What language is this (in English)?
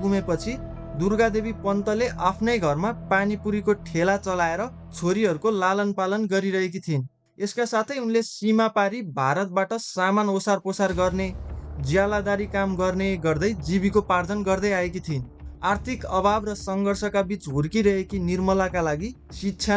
Nepali